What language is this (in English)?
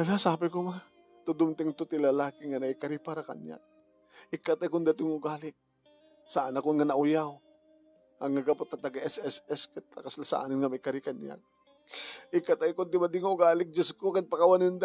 Iloko